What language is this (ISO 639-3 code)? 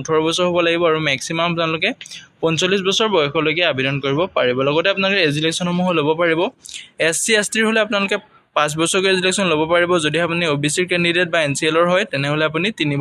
asm